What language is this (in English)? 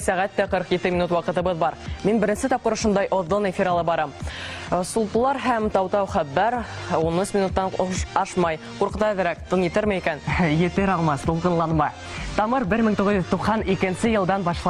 Bashkir